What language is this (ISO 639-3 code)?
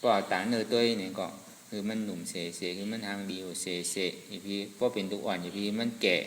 shn